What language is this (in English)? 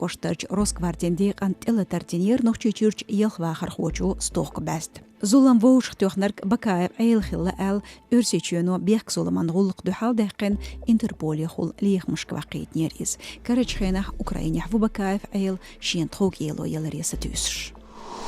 Chechen